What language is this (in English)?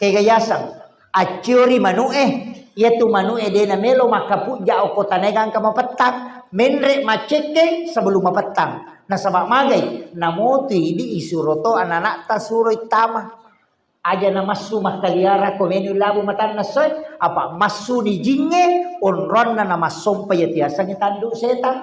Buginese